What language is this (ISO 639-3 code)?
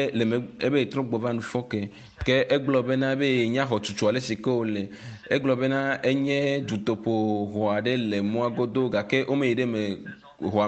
ewe